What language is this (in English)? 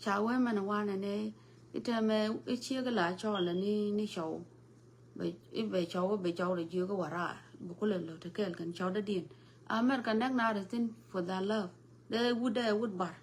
Nuer